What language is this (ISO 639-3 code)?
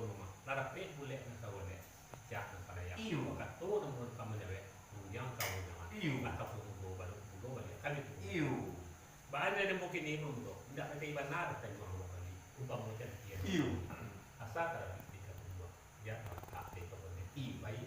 min